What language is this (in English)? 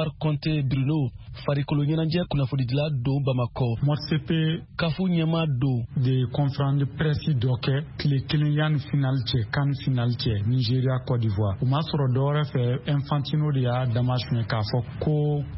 Bambara